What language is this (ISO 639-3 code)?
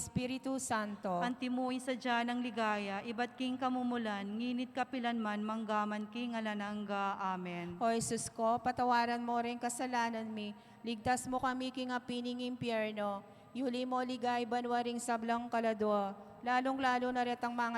pam